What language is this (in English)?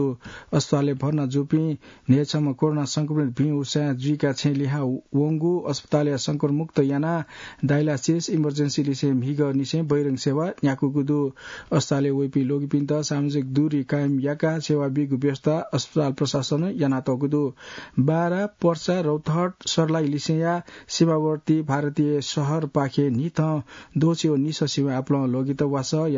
Newari